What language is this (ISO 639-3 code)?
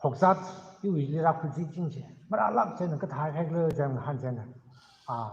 nmf